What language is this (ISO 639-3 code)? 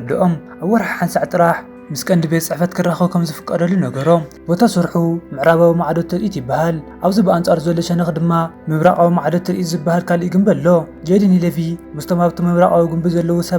tir